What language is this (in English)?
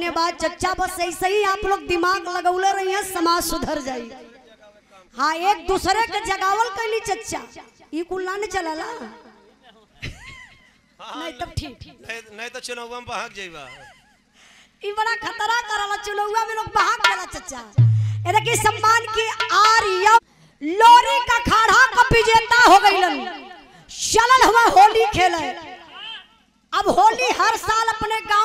Bhojpuri